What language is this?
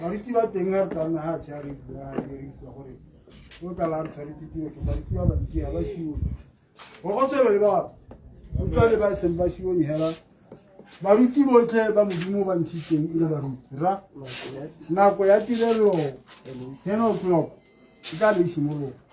Tswana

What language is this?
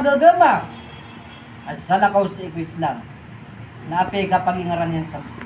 Maranao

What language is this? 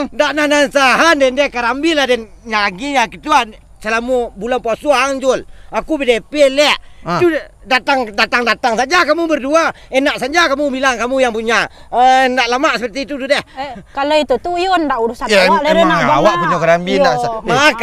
Minangkabau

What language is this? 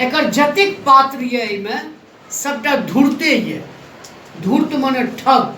Maithili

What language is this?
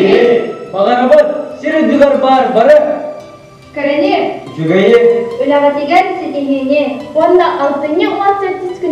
Yakut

